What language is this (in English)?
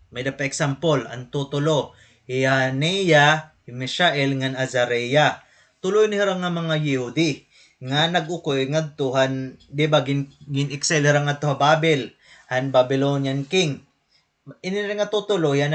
Waray